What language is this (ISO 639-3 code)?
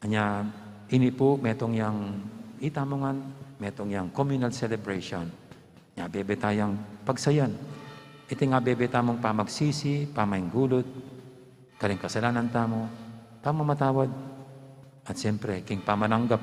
pam